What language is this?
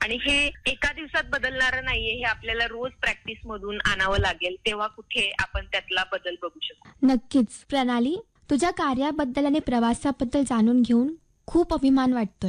Marathi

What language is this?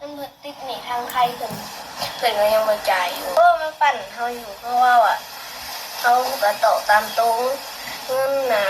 Northeastern Thai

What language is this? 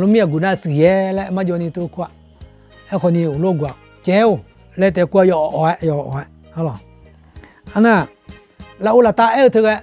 Akha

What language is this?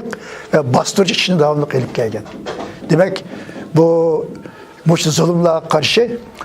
Uyghur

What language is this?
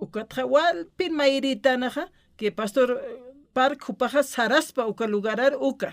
Aymara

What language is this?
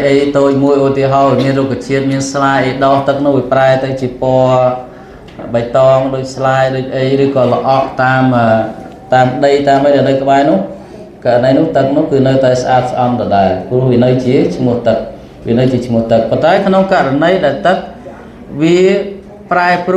Khmer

